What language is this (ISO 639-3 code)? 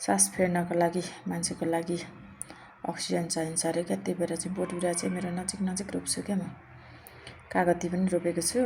nep